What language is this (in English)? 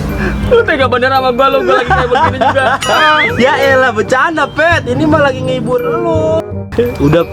Betawi